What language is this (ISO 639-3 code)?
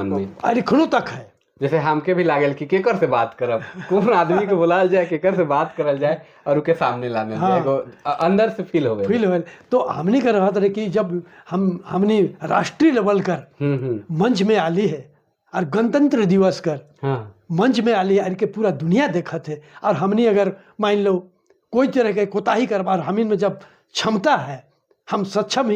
sck